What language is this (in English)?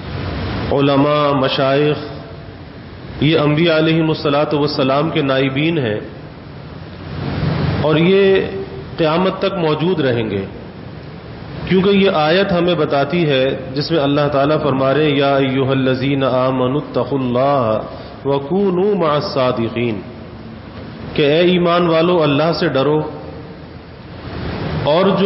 Urdu